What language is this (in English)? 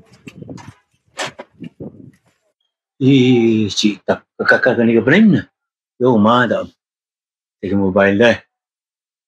Malay